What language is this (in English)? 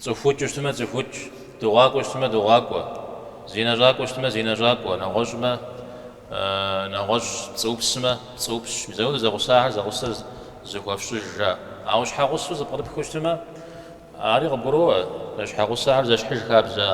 Kabardian